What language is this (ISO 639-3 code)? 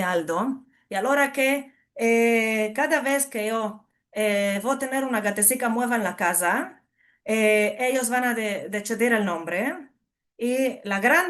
lad